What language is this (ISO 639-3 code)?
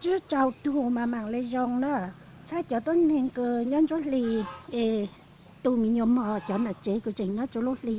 hmn